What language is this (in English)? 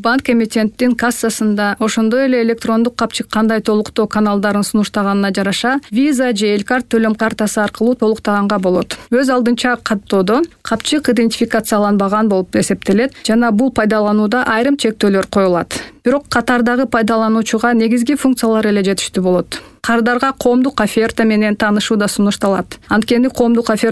Kyrgyz